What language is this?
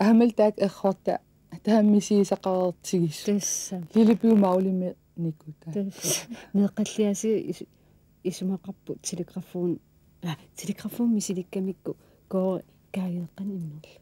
Kalaallisut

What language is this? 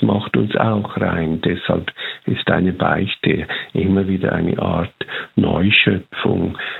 German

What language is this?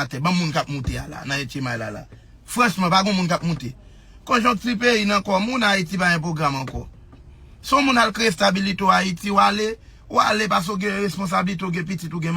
Haitian Creole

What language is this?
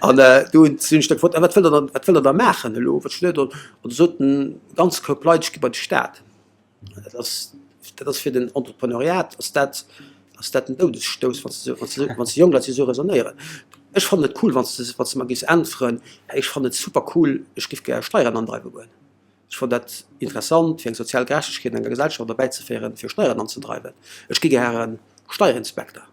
Luxembourgish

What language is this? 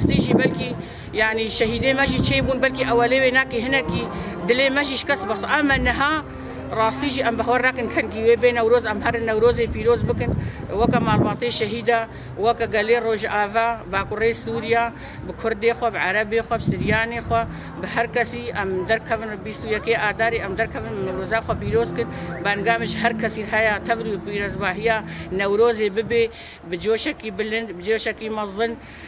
Kurdish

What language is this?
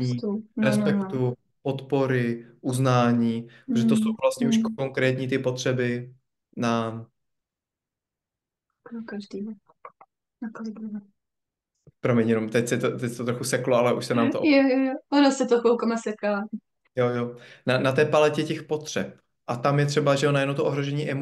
Czech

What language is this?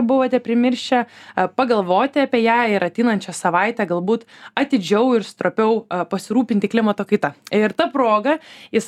Lithuanian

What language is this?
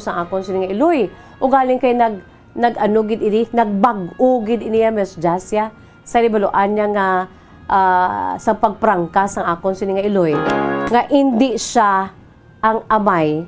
Hiligaynon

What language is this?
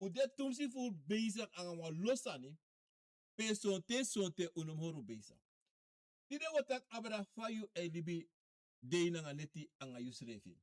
Sranan Tongo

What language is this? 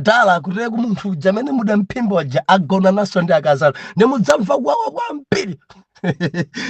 Nyanja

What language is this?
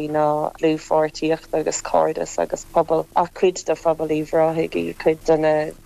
Irish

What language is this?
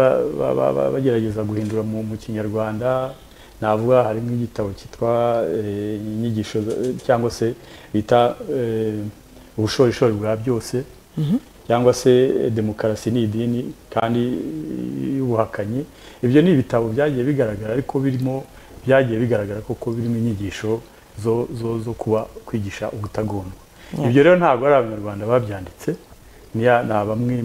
Kinyarwanda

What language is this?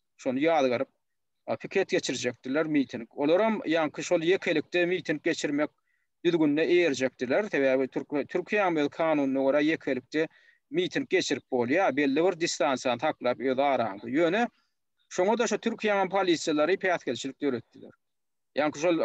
Turkmen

